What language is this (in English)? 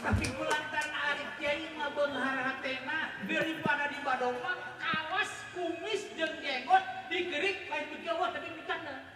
Sundanese